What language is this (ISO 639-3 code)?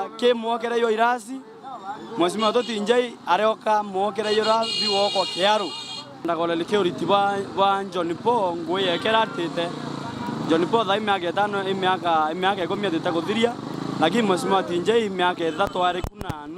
mer